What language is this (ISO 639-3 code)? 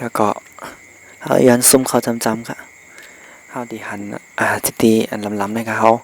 shn